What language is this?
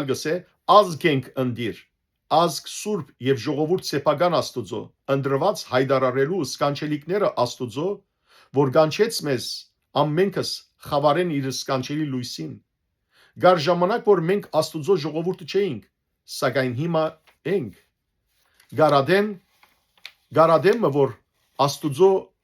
Western Armenian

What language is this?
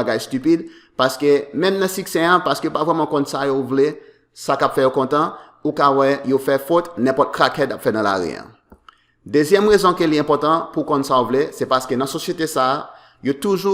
Haitian Creole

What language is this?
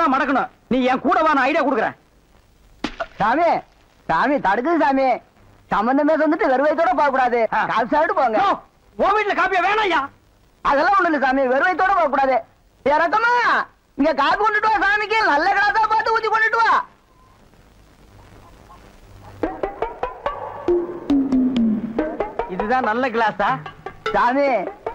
Tamil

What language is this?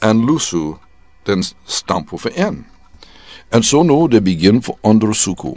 Sranan Tongo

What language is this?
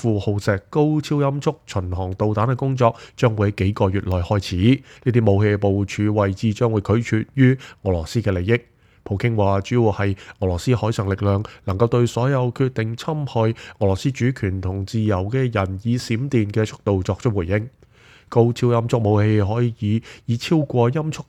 Cantonese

